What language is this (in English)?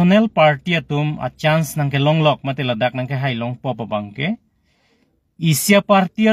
Karbi